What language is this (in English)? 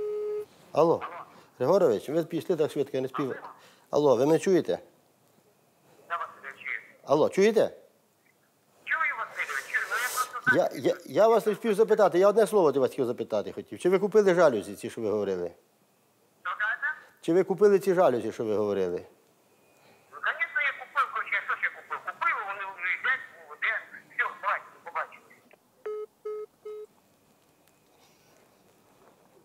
Ukrainian